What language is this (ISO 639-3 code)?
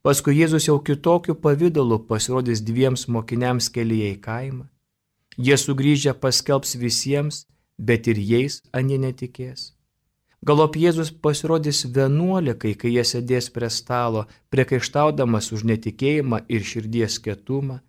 lit